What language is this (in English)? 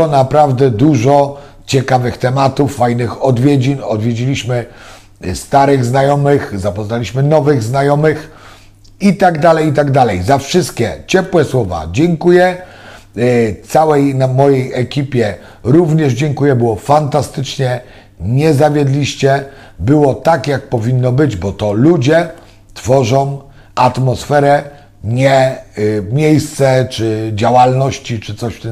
Polish